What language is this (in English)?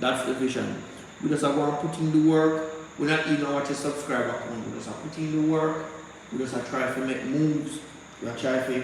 Jamaican Creole English